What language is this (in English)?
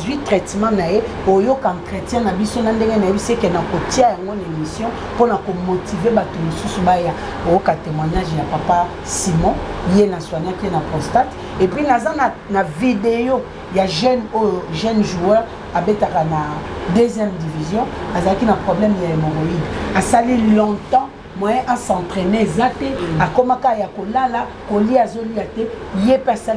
Lingala